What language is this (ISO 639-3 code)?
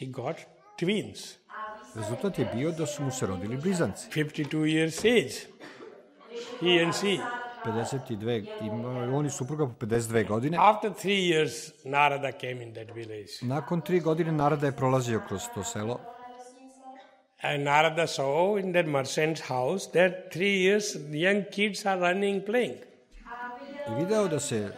srp